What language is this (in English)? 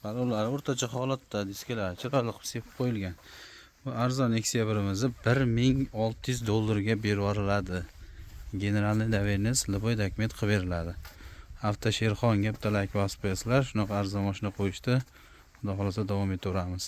Uzbek